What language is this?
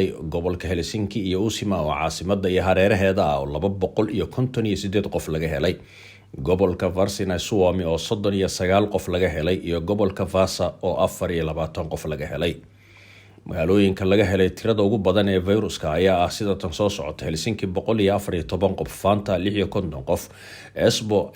Somali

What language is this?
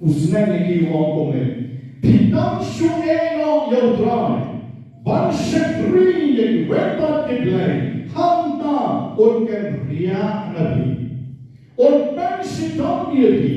Khasi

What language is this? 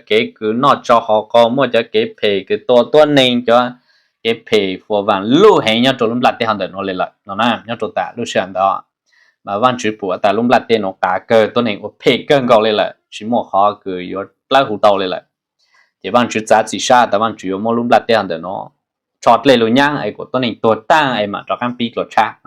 Hmong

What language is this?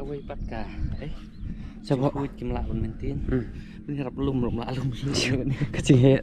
Khasi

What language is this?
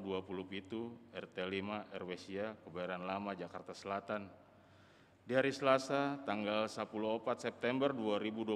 Batak Toba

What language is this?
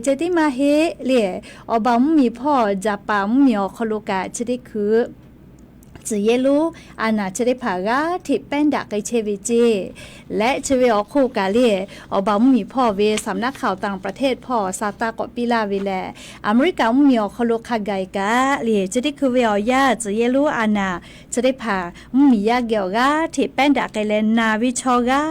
Lahu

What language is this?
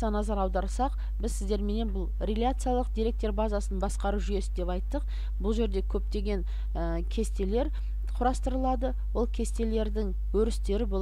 Kazakh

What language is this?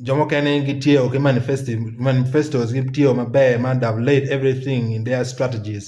Acoli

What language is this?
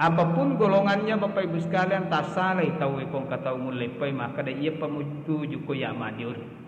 Buginese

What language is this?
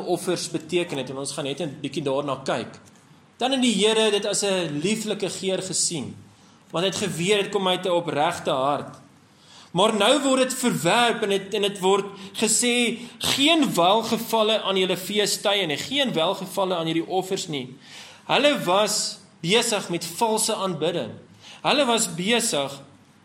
Afrikaans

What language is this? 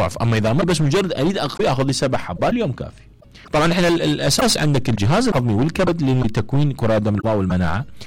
Mesopotamian Arabic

